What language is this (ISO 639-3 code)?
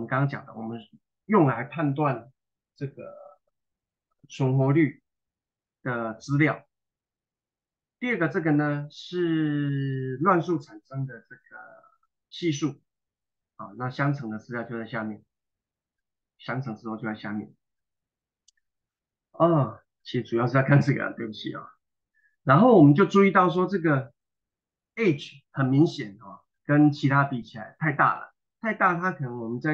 zho